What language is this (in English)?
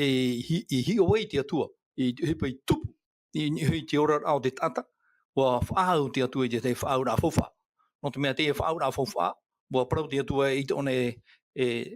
Tahitian